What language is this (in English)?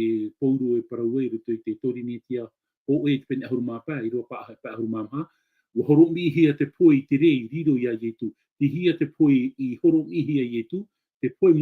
Tahitian